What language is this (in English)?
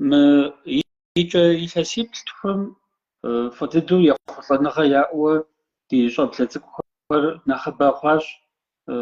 Kabardian